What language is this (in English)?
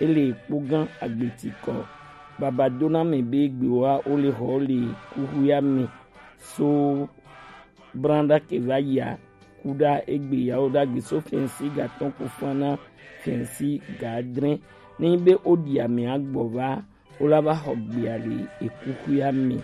Gen